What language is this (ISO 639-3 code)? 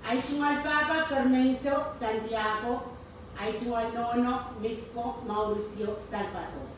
pon